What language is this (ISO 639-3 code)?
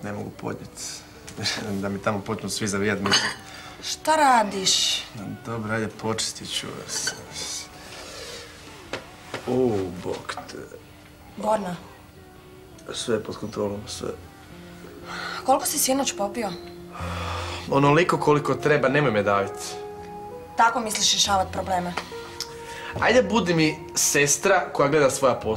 hrv